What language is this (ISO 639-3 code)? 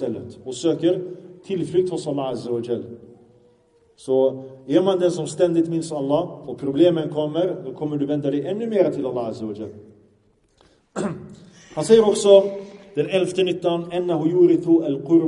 swe